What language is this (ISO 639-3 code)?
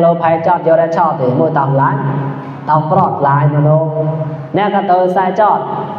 mnw